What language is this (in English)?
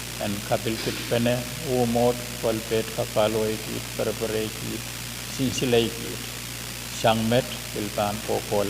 Pohnpeian